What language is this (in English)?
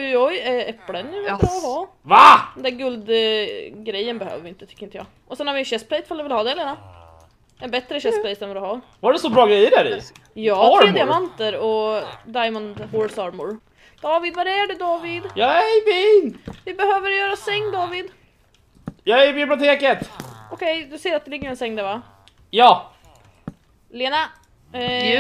Swedish